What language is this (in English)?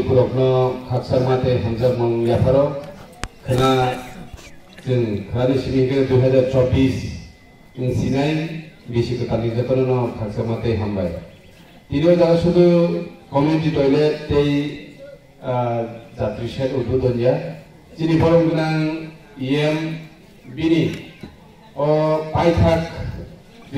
Kok Borok